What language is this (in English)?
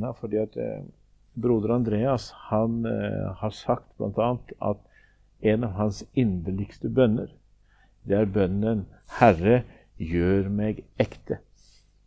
Norwegian